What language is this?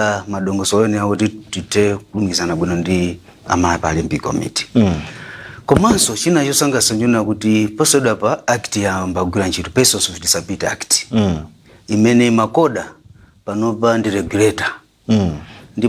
Nyanja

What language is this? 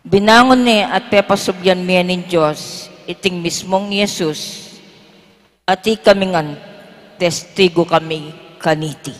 Pampanga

